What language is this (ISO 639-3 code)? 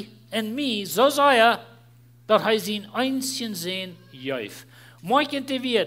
pdt